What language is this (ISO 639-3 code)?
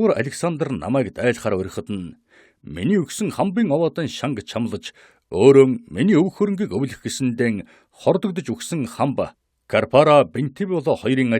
mon